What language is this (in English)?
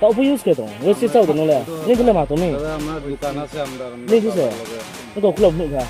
Riang (India)